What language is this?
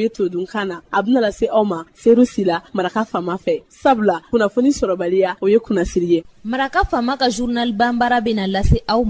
Bambara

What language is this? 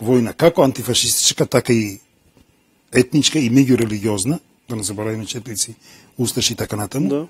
Macedonian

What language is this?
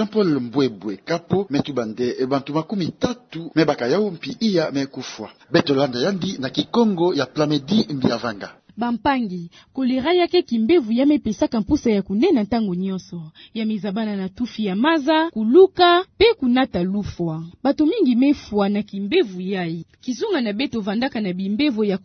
Kituba (Democratic Republic of Congo)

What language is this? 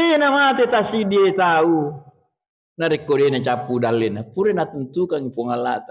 Buginese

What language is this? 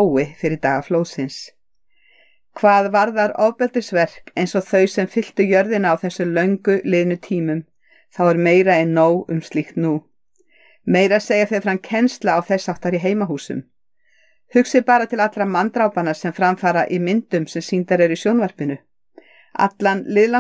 Icelandic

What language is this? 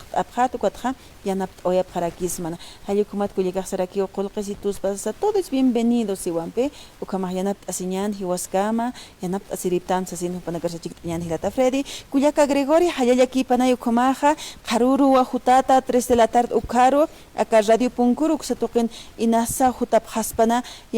Aymara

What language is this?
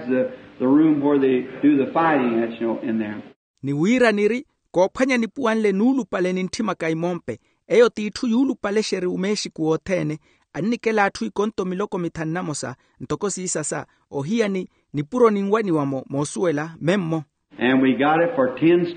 Makhuwa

